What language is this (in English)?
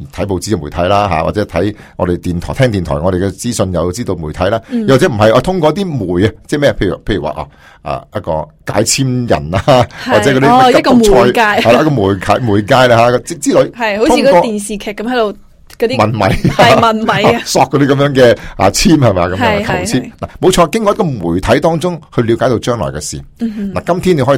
Cantonese